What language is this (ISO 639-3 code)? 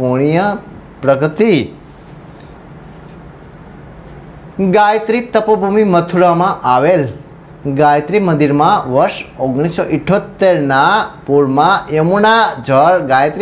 guj